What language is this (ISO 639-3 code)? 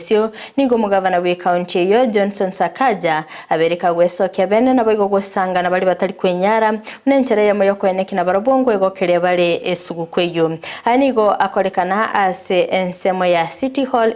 guz